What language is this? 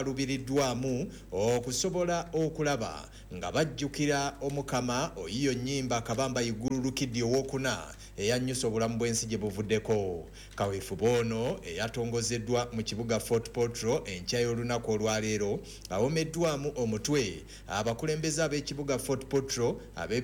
Ganda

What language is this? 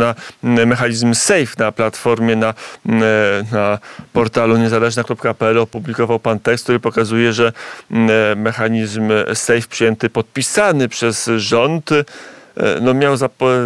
Polish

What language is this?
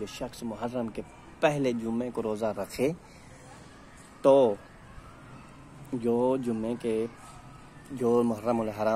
Urdu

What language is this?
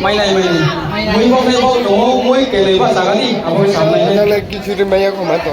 Riang (India)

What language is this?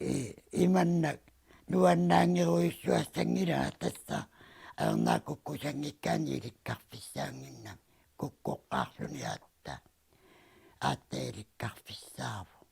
Kalaallisut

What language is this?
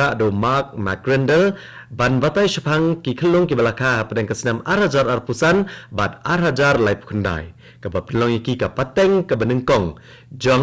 Khasi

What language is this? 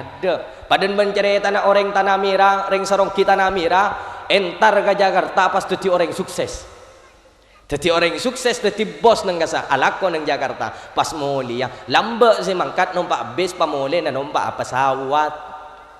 Madurese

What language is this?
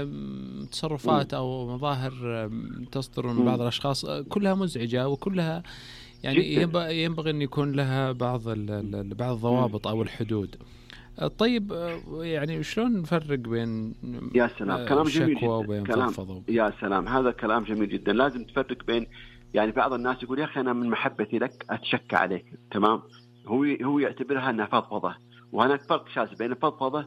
Najdi Arabic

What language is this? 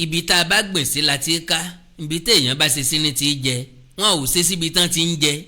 Yoruba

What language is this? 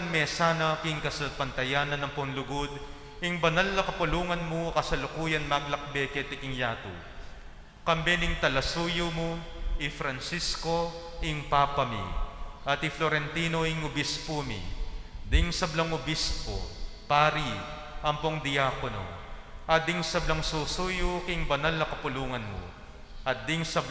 Pampanga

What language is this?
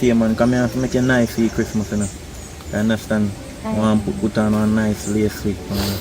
Jamaican Creole English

